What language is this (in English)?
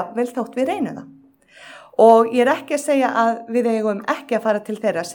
Icelandic